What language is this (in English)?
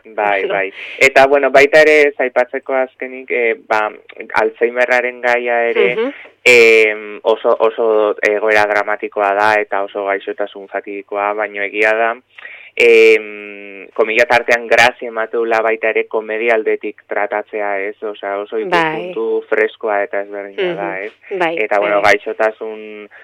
Basque